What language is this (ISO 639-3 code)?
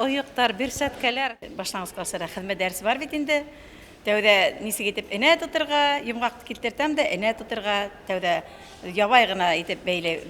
bak